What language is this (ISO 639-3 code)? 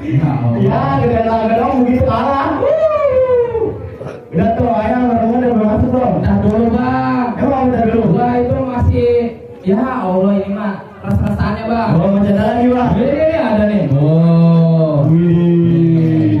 bew